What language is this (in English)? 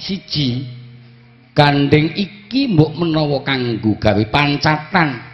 Javanese